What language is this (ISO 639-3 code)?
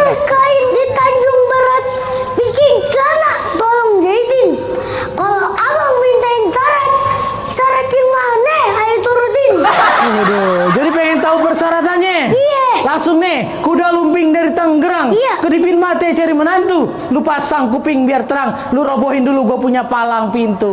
bew